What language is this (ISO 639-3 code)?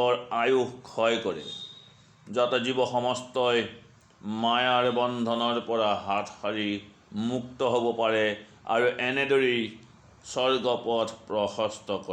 asm